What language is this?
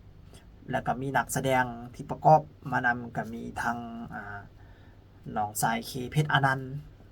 Lao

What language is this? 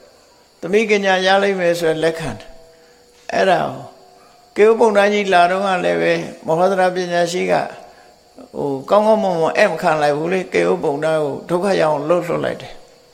Burmese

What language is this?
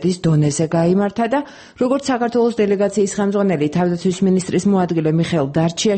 Georgian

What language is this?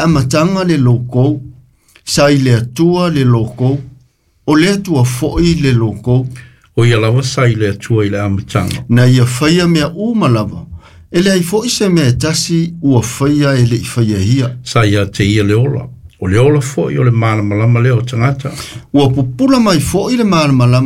Samoan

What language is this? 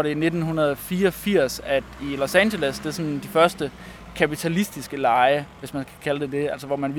Danish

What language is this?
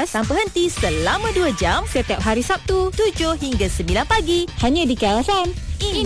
Malay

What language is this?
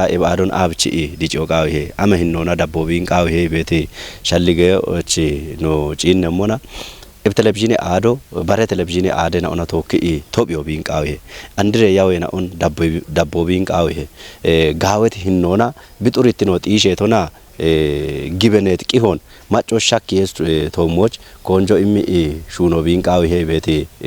Kafa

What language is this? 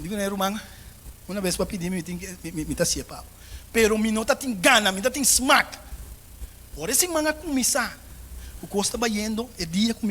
Papiamento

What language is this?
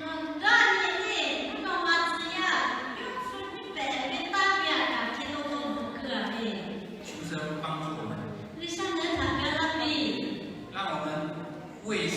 Lahu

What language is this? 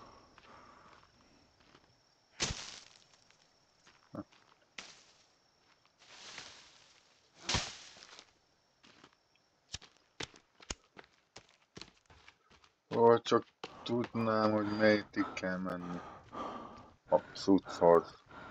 Hungarian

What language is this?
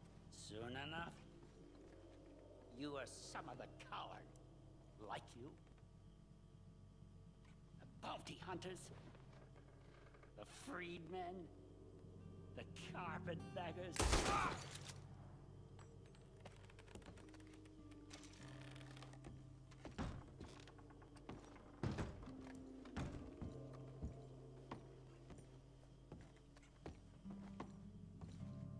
English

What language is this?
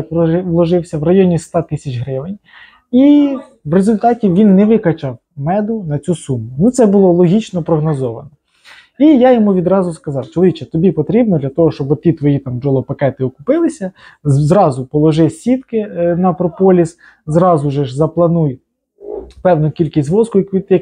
Ukrainian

